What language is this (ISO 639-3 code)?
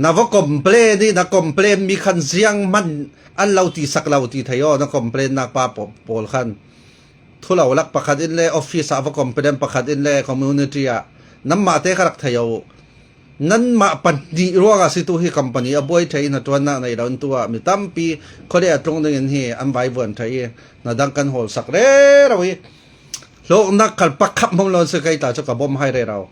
cfm